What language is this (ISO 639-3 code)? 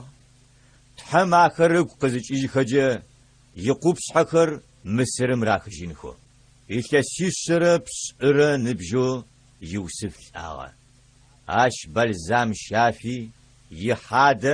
ady